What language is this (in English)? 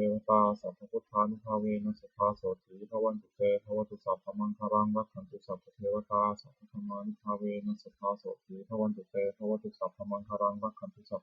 Pali